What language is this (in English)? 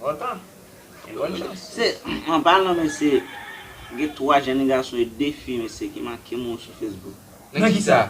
Haitian Creole